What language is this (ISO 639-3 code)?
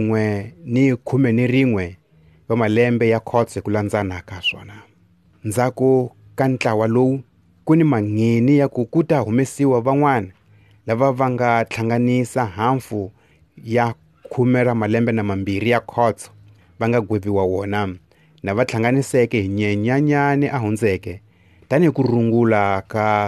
tso